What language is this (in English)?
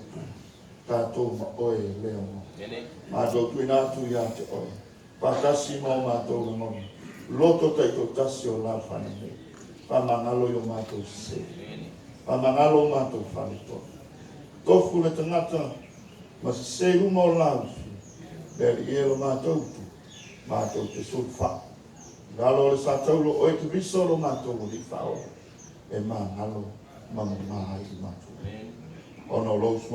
Samoan